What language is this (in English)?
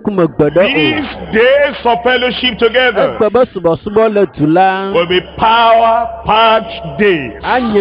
Ewe